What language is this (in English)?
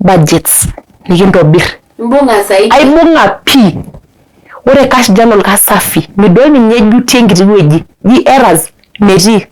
Masai